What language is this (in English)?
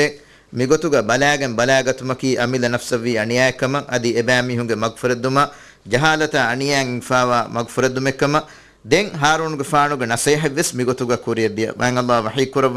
Divehi